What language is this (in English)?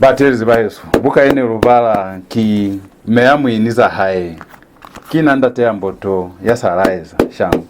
Lozi